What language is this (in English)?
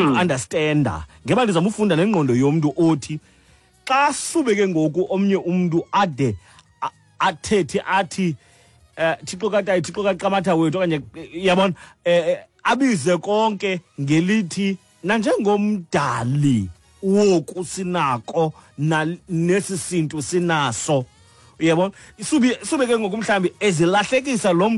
Xhosa